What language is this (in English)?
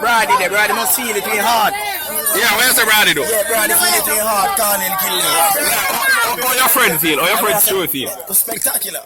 Jamaican Creole English